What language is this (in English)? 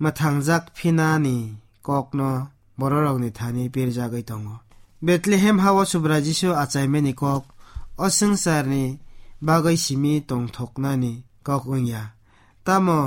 Kok Borok